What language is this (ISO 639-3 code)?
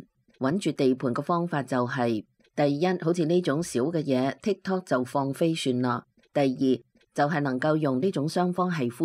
yue